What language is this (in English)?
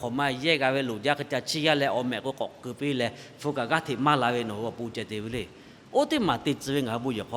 Lahu